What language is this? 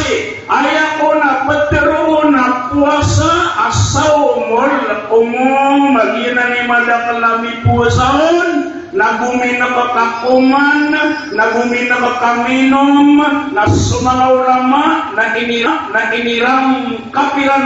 Maranao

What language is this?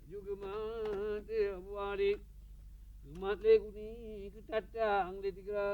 Achinese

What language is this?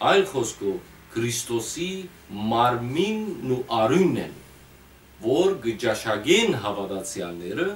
Western Armenian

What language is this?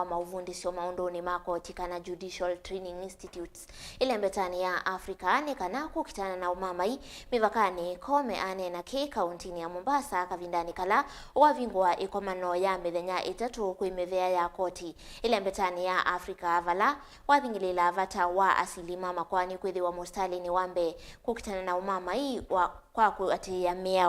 Kamba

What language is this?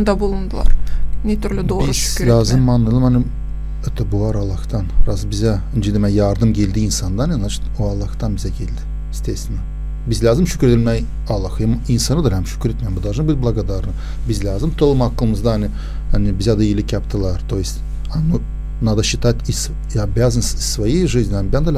Gagauz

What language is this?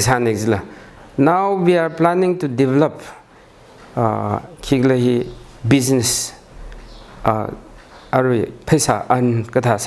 Tangkhul Naga (India)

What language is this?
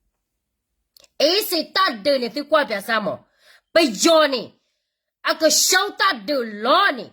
S'gaw Karen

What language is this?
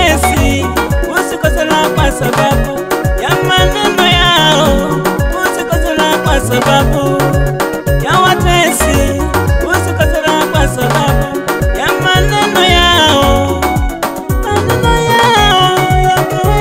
Swahili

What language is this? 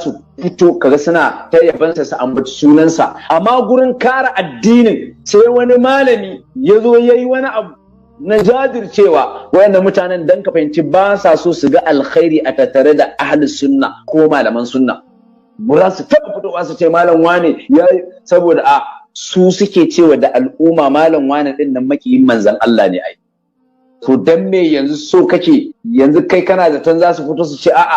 Hausa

